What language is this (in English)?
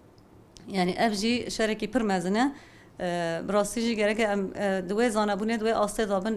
Kurdish